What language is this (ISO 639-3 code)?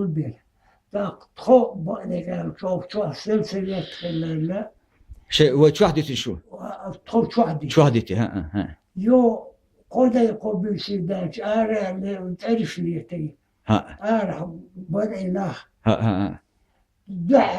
che